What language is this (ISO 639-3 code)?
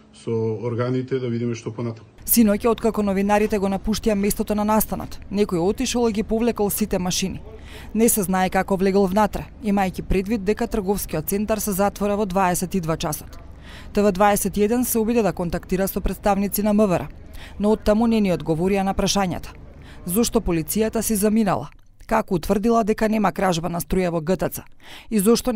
mkd